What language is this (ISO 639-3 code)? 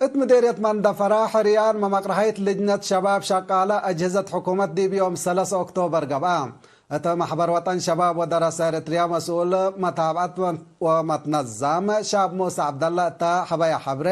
tig